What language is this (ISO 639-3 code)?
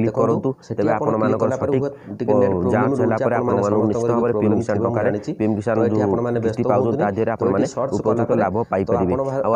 ori